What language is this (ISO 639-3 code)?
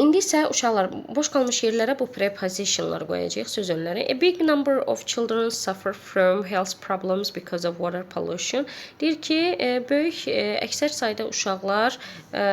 aze